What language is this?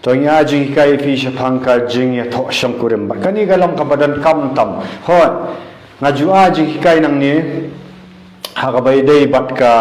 Khasi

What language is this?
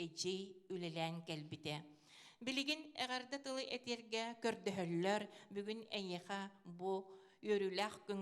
Yakut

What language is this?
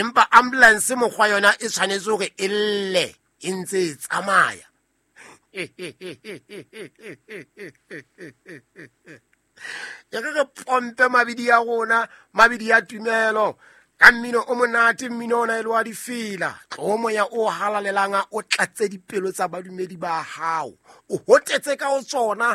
Southern Sotho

